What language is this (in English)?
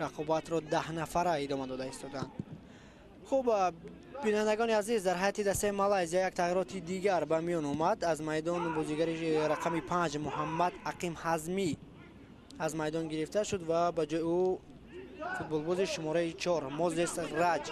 Tajik